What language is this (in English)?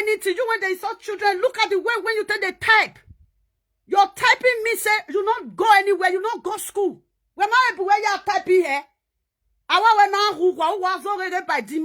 Nigerian Pidgin